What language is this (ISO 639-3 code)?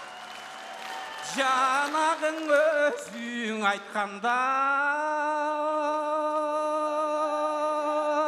kaz